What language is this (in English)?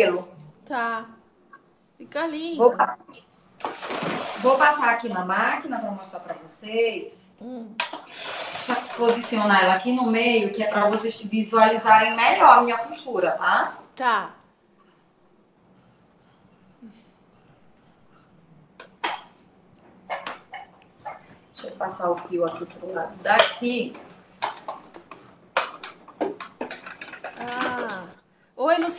Portuguese